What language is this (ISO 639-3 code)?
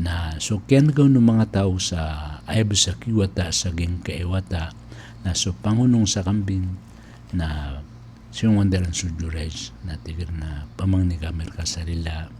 mrw